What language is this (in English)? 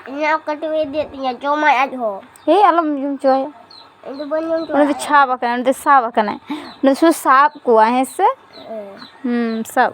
Santali